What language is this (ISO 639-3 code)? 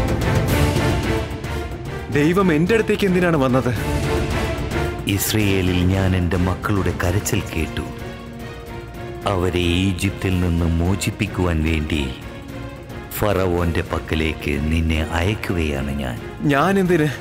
mal